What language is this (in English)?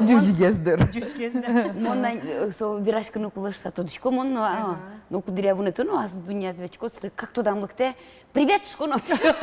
Udmurt